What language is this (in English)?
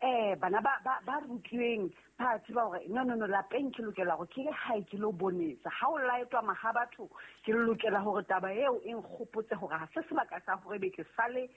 Southern Sotho